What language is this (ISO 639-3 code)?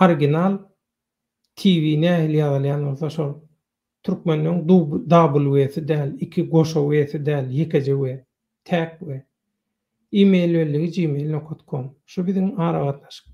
tuk